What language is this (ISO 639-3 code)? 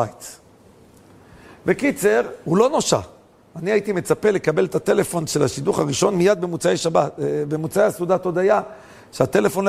heb